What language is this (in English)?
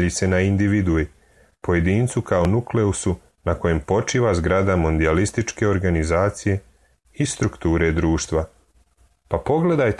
Serbian